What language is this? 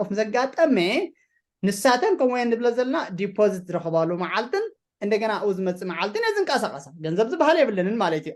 Tigrinya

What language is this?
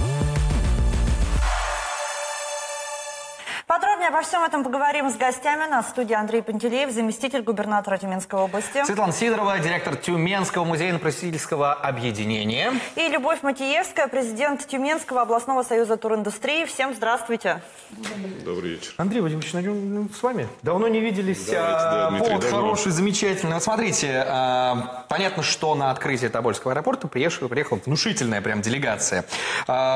Russian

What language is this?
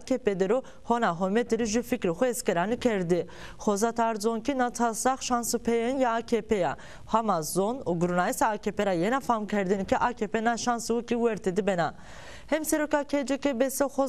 Zaza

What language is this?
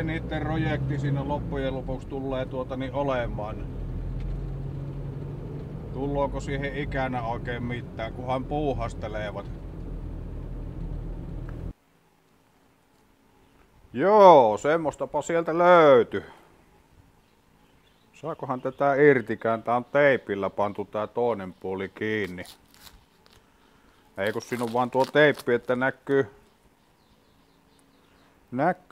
Finnish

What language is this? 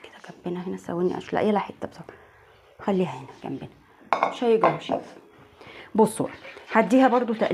Egyptian Arabic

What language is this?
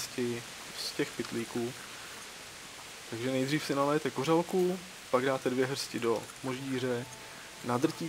Czech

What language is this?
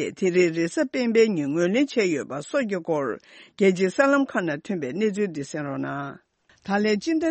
Tibetan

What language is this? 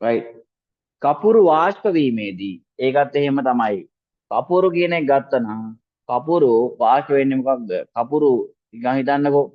Sinhala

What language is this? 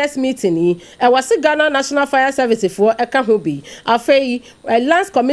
Akan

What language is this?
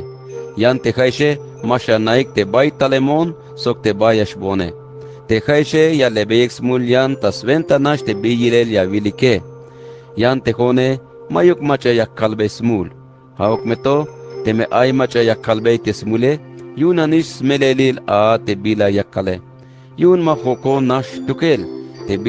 Tzeltal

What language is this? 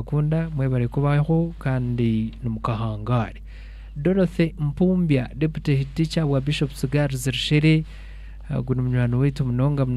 Nyankole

